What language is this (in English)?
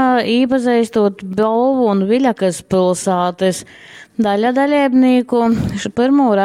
Latgalian